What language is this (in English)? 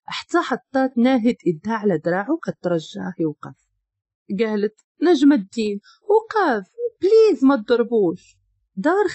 Moroccan Arabic